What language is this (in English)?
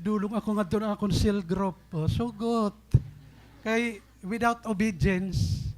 Waray